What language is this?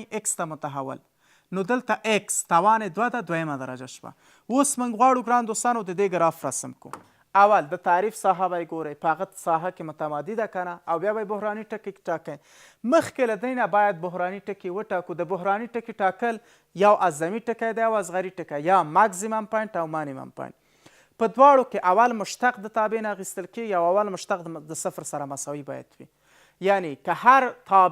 Pashto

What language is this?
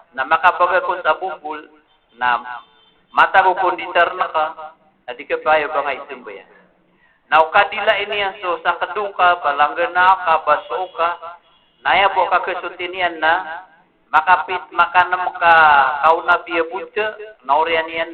Maranao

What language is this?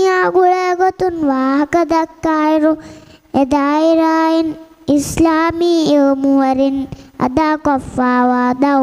Divehi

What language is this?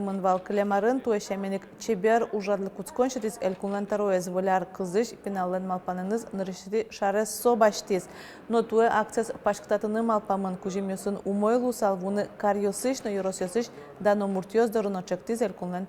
Udmurt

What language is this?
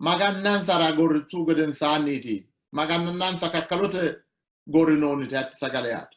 Sidamo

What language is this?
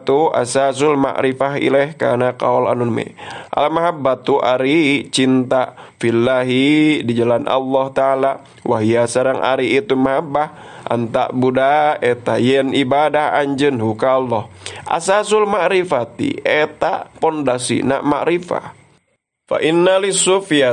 Sundanese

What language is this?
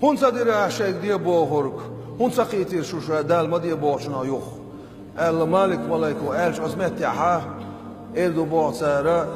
Chechen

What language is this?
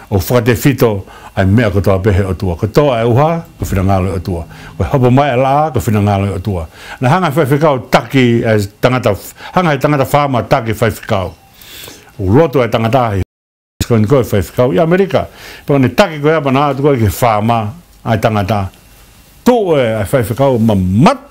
Tongan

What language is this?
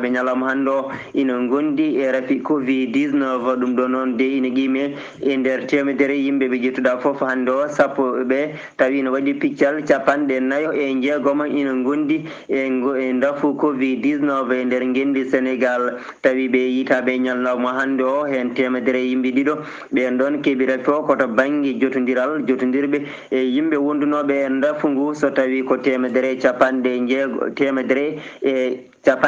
Fula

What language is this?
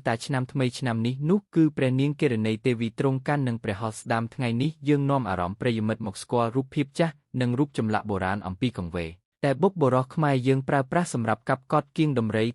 Khmer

